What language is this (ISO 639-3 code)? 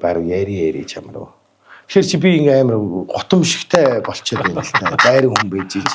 mon